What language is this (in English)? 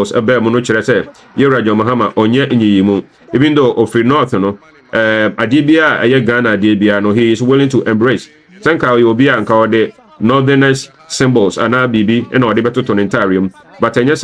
Akan